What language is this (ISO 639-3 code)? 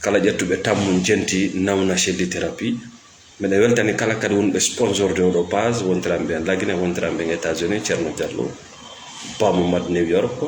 ful